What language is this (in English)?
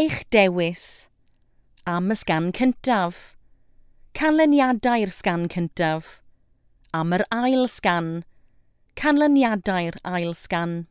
Welsh